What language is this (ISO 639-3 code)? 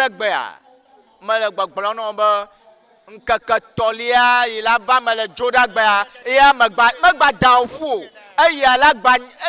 ewe